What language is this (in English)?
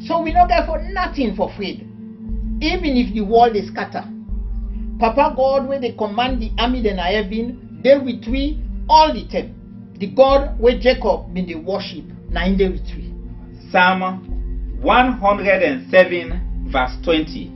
Krio